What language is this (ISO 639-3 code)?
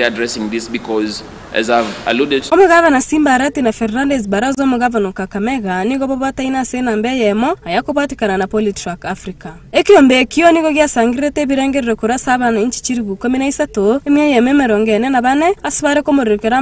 guz